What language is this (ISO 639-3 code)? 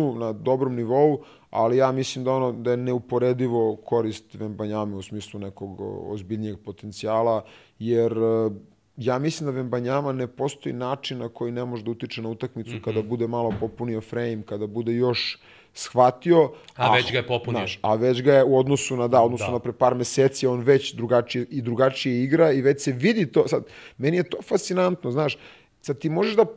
srp